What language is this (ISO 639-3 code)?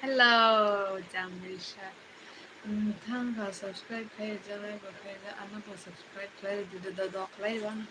trp